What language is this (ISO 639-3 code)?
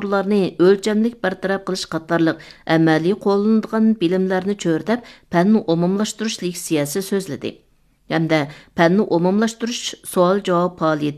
uig